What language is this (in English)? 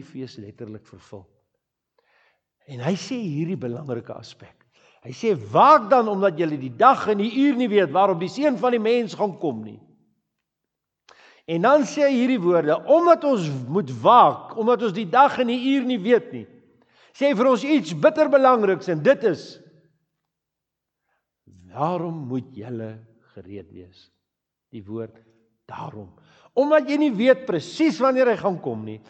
Afrikaans